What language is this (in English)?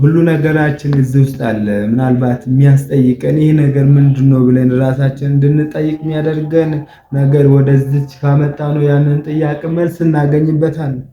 Amharic